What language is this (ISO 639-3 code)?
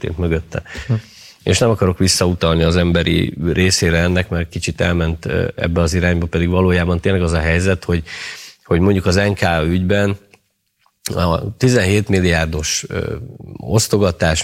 hun